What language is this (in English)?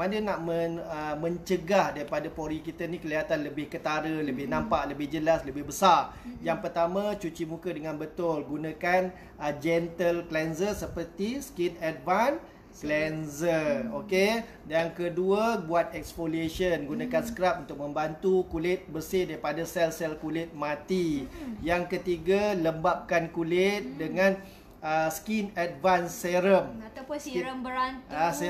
Malay